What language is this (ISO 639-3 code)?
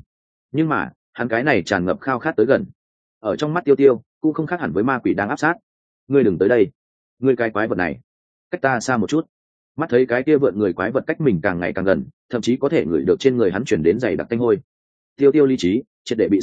vie